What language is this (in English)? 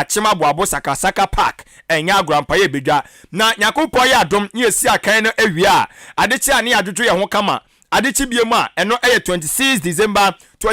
Akan